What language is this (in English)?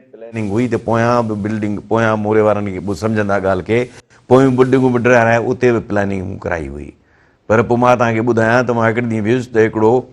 Sindhi